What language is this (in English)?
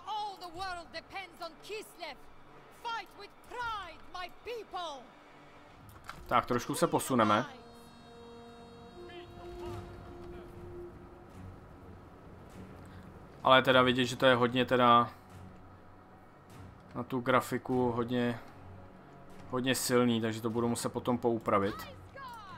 Czech